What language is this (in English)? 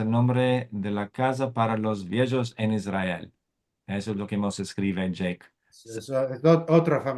Ladino